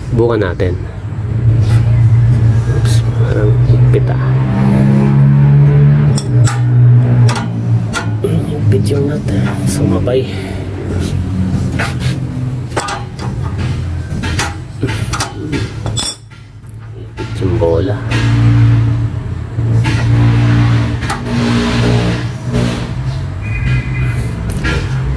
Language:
Filipino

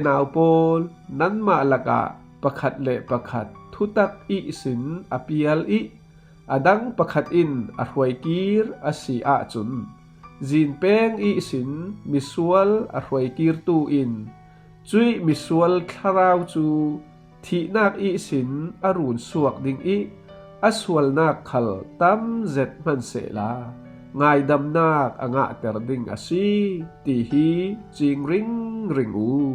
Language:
Falam Chin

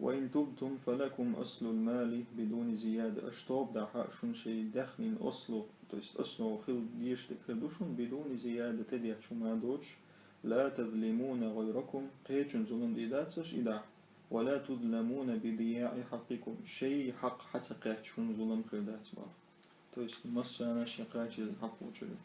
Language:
Chechen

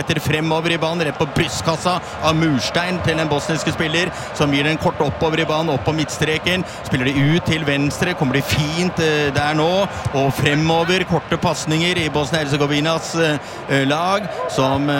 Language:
Norwegian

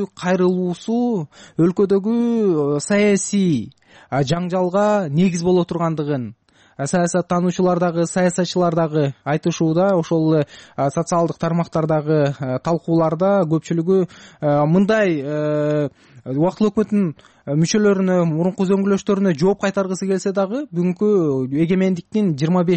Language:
Kyrgyz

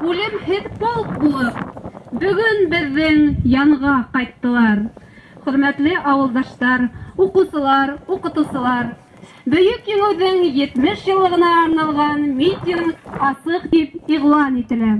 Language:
Bashkir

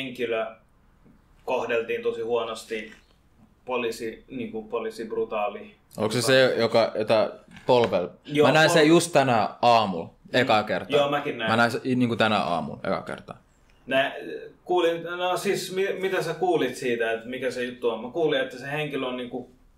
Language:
Finnish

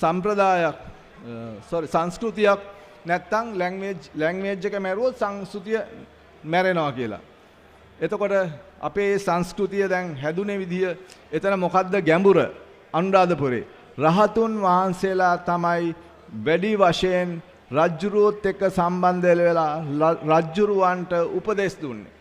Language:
Sinhala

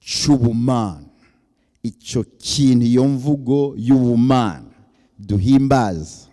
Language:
Rundi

